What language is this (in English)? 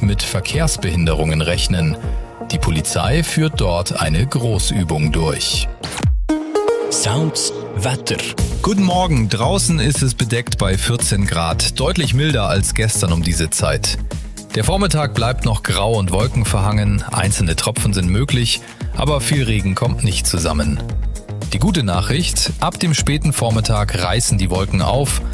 German